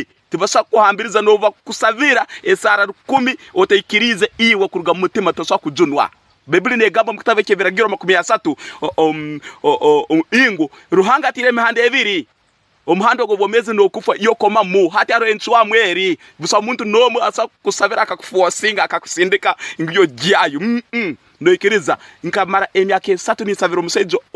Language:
Tooro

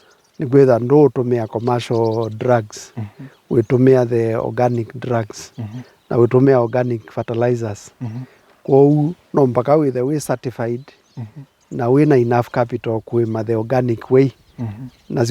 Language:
Kamba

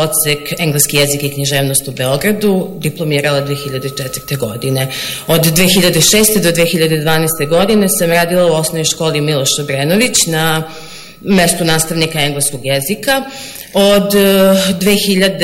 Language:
Serbian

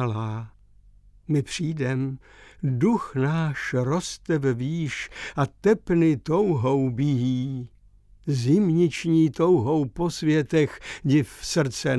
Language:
Czech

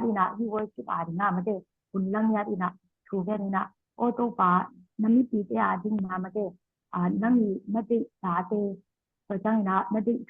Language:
Tedim Chin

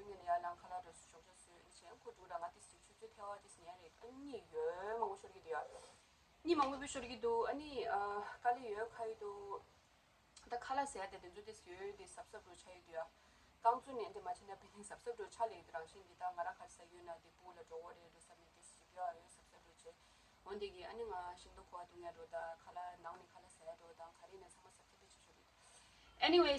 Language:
Tibetan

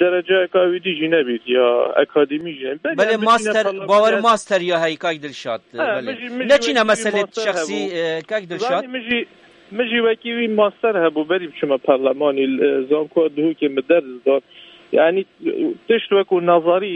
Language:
Kurdish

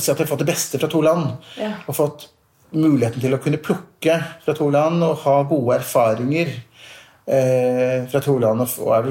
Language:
Norwegian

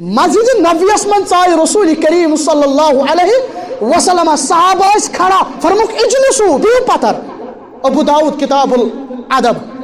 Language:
Kashmiri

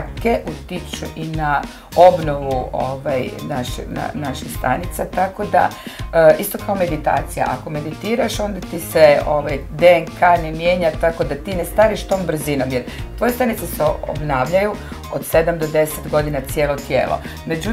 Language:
Croatian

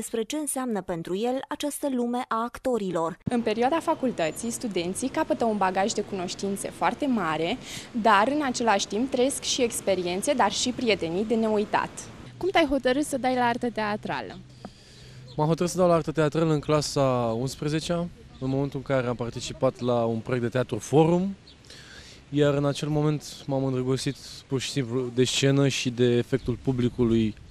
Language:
Romanian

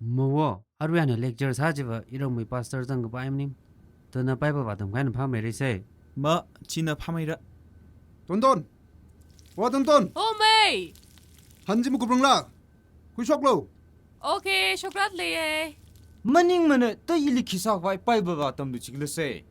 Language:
Tangkhul Naga (India)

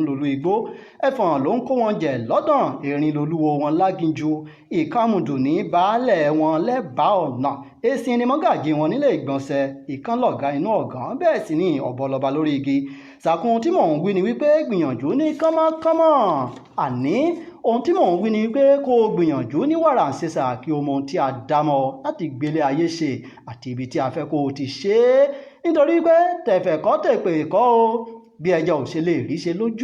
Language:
Yoruba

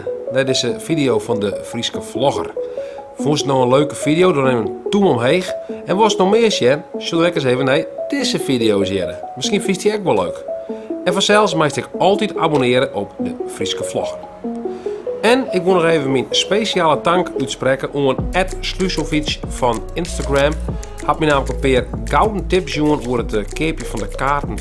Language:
Western Frisian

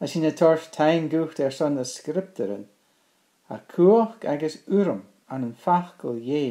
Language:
Scottish Gaelic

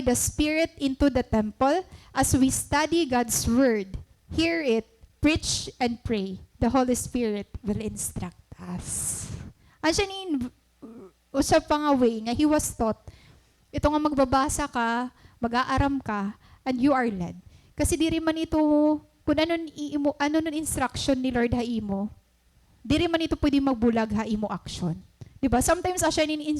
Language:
Waray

